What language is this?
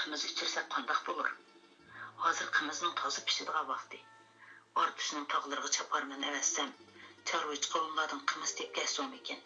Uyghur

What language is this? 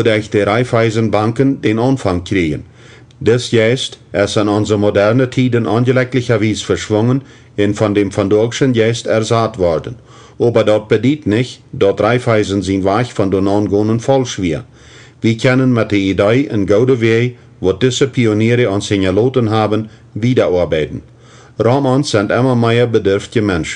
Plautdietsch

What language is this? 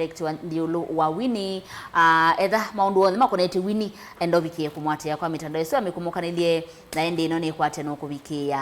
Kamba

